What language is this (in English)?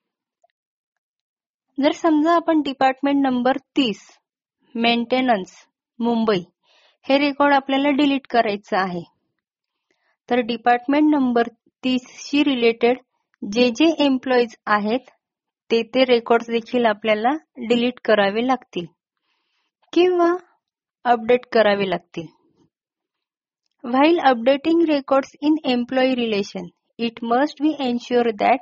Marathi